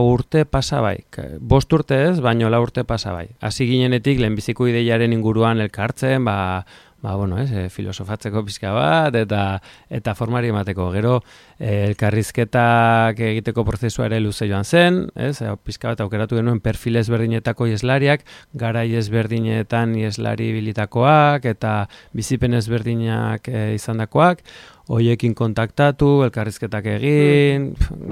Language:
Basque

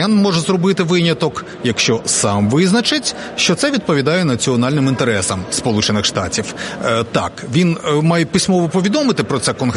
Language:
Ukrainian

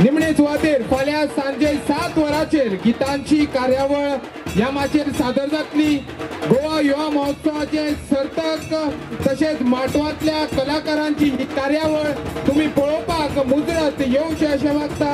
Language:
Konkani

